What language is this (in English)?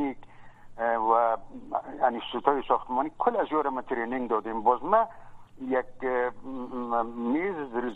Persian